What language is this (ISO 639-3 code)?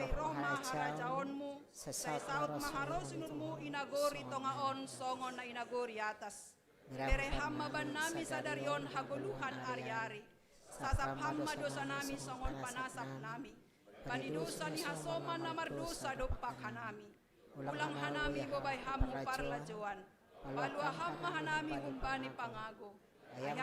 bts